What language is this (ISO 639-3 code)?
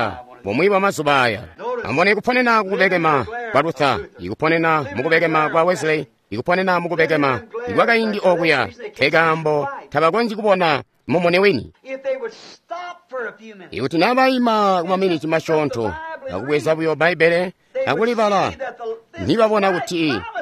toi